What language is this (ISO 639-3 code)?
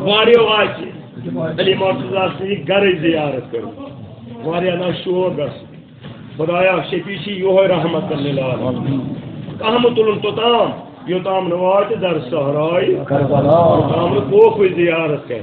kas